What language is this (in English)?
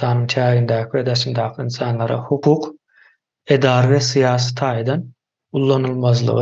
Turkmen